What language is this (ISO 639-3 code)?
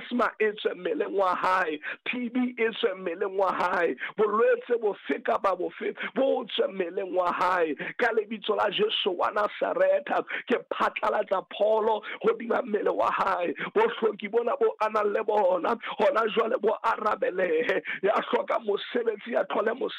sot